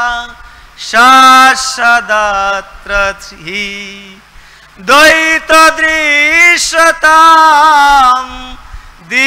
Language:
Bangla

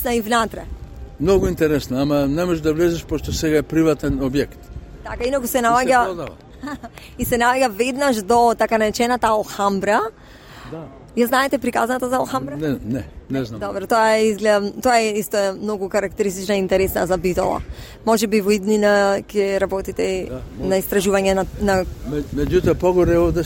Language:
Macedonian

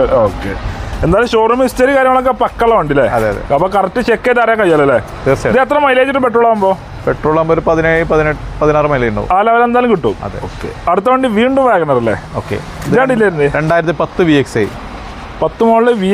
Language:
Malayalam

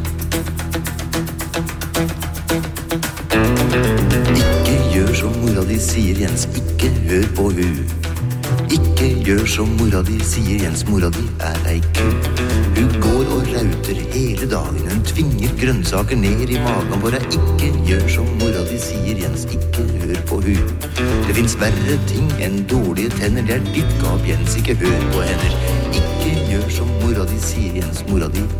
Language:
Norwegian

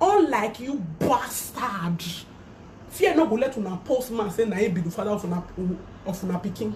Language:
Nigerian Pidgin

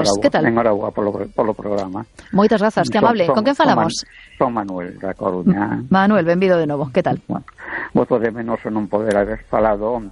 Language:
Galician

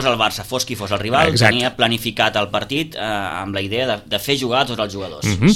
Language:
Catalan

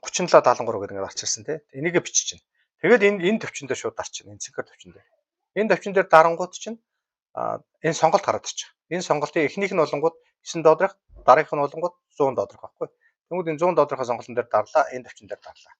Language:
Mongolian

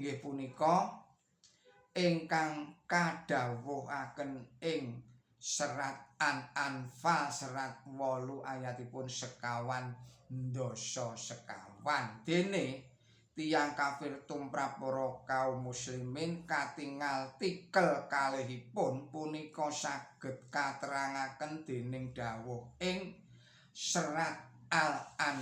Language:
Javanese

